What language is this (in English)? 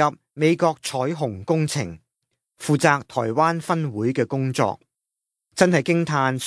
Cantonese